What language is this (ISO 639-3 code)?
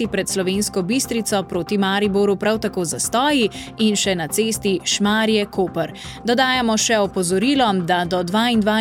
slv